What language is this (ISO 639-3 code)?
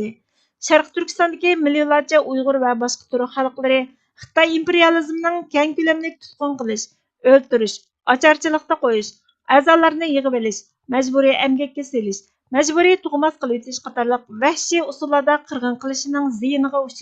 uig